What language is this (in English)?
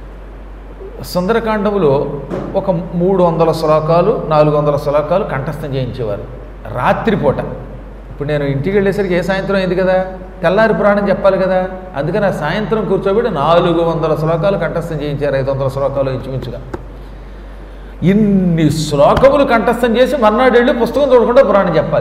Telugu